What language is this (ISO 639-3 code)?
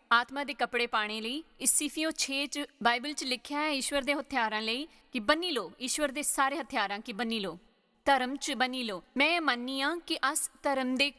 doi